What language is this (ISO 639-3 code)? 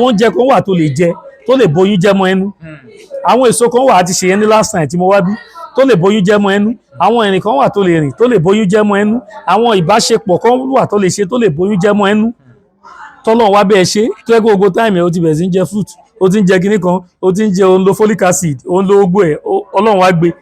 yor